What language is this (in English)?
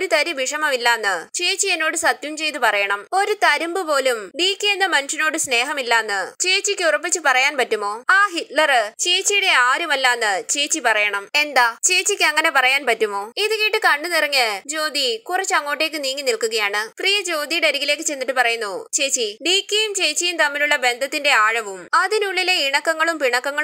Malayalam